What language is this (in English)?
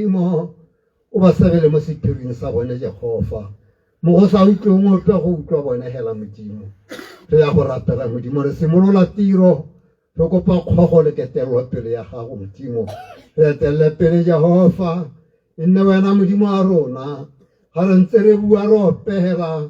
Tswana